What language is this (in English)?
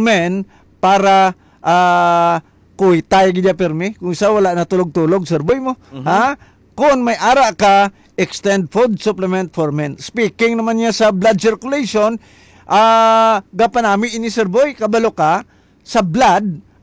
Hiligaynon